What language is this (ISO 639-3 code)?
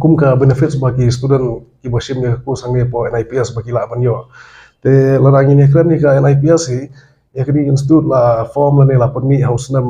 kha